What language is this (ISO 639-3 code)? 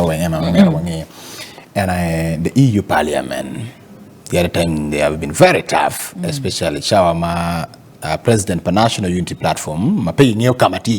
ach